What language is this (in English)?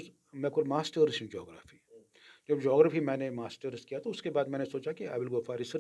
Kashmiri